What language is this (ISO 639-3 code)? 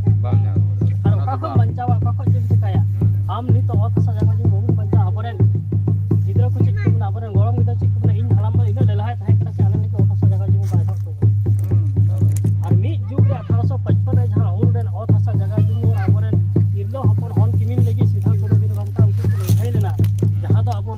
sat